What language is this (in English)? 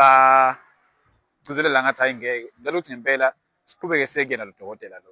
Zulu